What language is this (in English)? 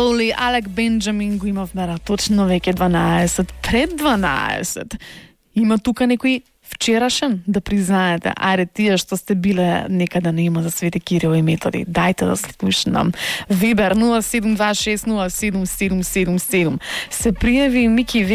Macedonian